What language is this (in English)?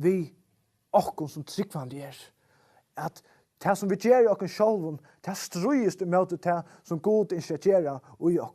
Faroese